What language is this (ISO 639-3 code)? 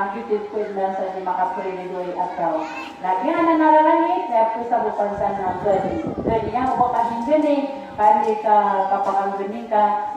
mrw